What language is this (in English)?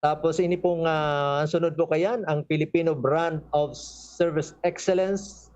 Bikol